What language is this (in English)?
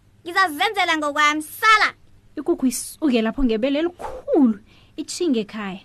South Ndebele